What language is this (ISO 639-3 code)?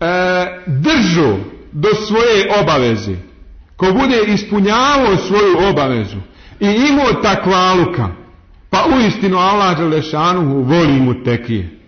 bos